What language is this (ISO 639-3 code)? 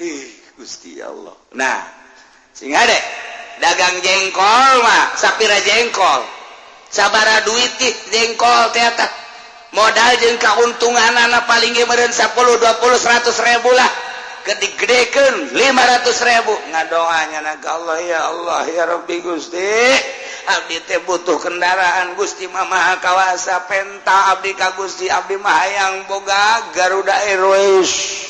sun